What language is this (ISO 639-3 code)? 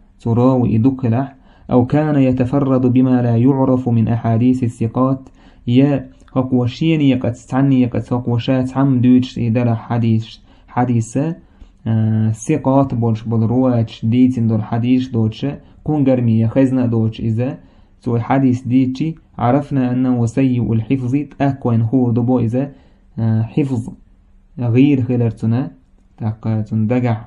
che